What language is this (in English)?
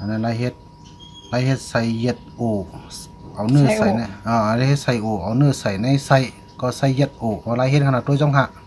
Shan